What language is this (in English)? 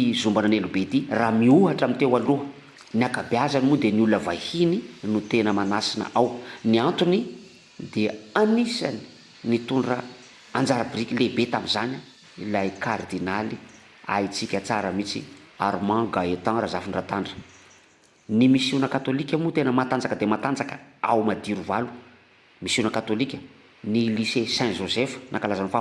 Malagasy